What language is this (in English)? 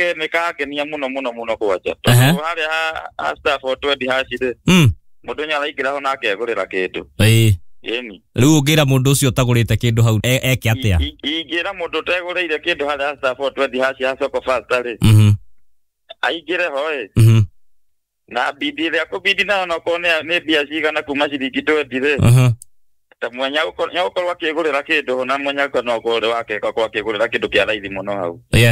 Kikuyu